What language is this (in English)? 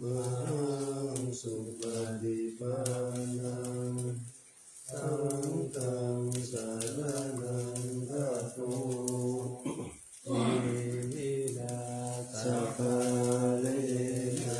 Pali